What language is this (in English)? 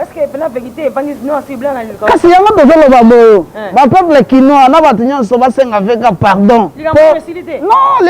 Lingala